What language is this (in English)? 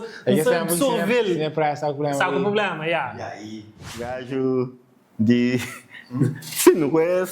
Kabuverdianu